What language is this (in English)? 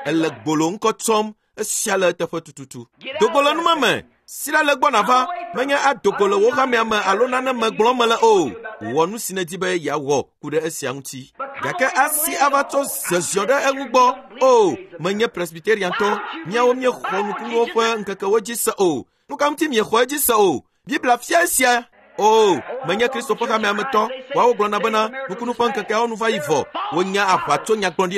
Ewe